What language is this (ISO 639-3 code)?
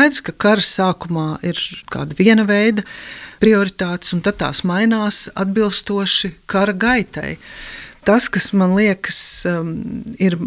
lav